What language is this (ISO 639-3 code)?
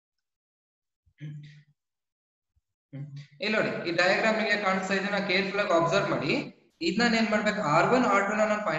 kan